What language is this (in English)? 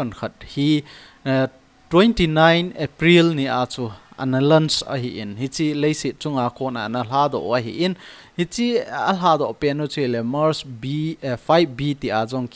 Thado Chin